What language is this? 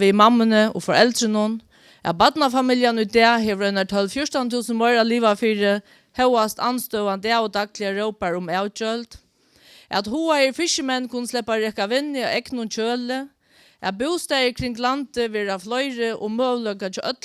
Faroese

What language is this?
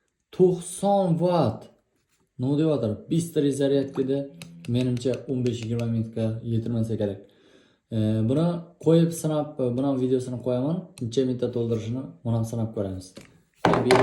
Uzbek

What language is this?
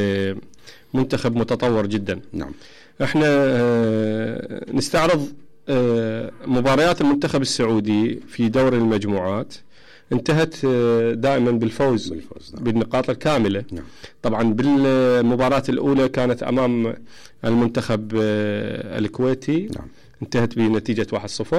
Mesopotamian Arabic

